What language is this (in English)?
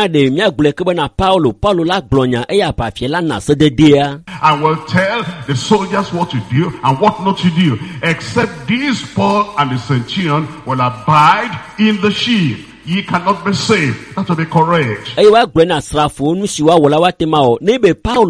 Ewe